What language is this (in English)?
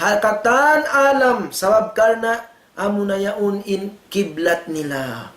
Tausug